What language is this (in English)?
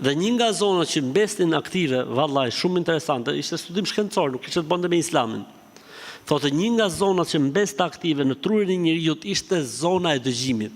Albanian